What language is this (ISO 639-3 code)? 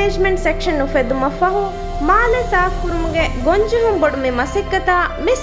div